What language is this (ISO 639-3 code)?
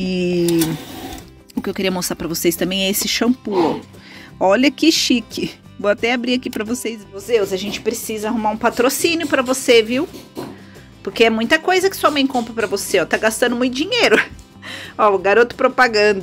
por